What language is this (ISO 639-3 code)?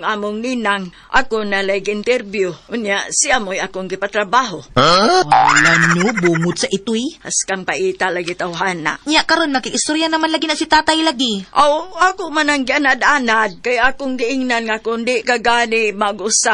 ceb